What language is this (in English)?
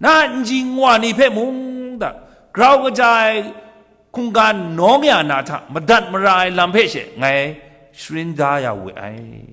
Kachin